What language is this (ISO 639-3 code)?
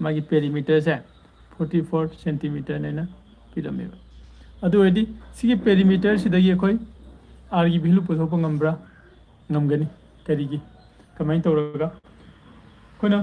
mni